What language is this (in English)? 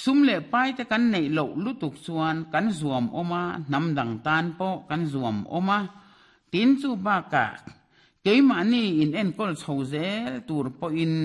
Mizo